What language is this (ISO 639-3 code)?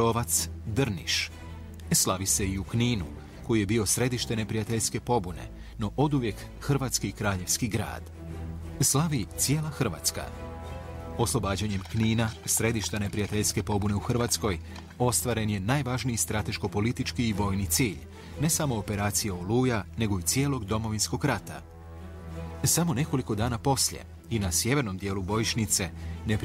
hrv